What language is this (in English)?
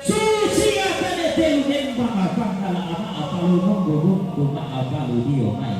Toraja-Sa'dan